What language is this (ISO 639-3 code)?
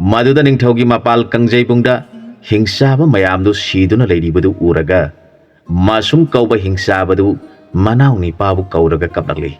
mni